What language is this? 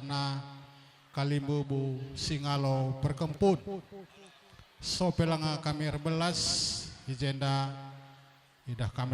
Batak Karo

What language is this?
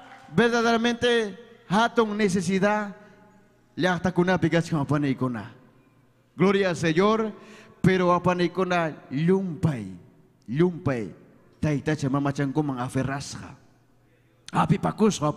Ayacucho Quechua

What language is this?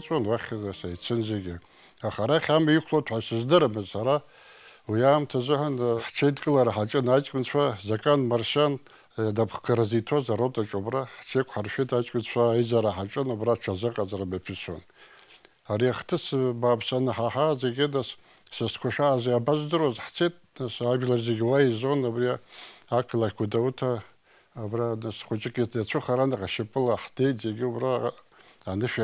Abkhazian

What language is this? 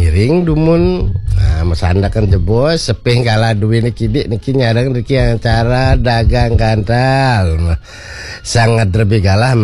Balinese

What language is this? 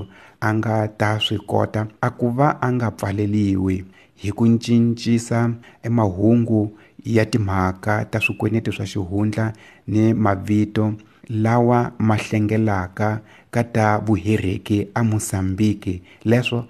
Tsonga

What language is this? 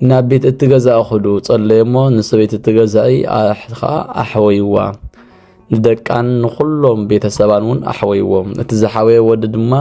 Tigrinya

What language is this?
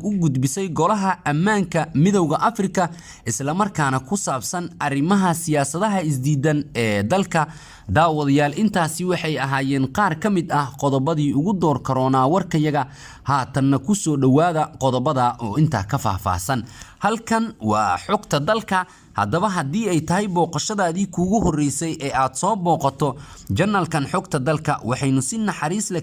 Somali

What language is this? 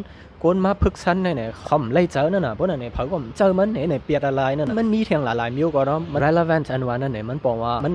Shan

